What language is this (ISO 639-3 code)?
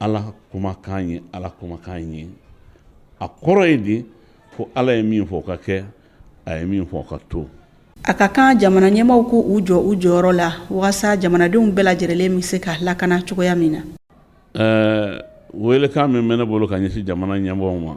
bam